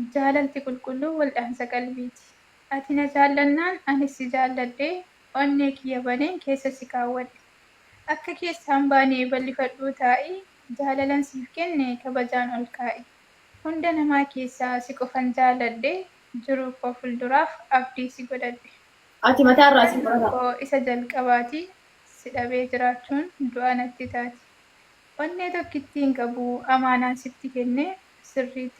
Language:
Oromo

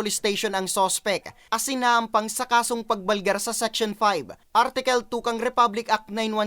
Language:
Bikol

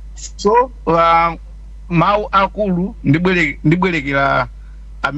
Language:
Nyanja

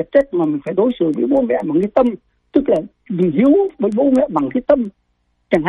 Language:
Vietnamese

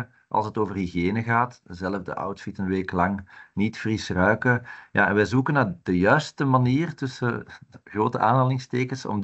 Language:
Dutch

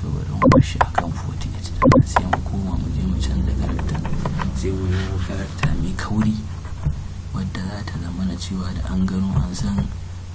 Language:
Hausa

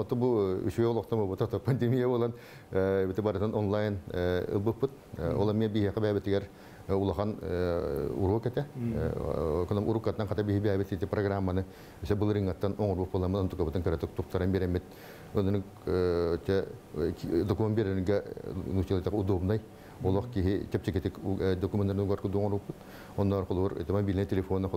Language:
Yakut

